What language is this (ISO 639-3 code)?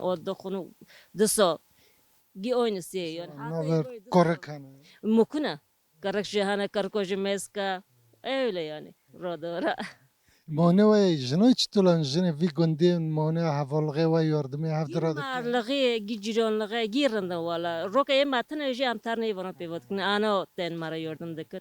kur